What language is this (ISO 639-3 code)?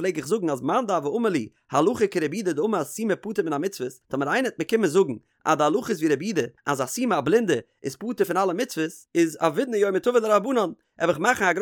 yid